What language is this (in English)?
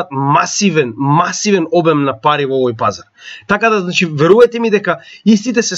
Macedonian